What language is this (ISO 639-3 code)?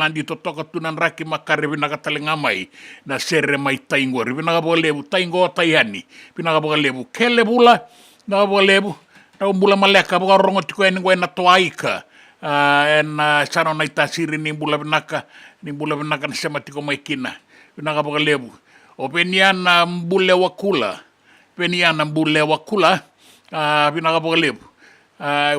fij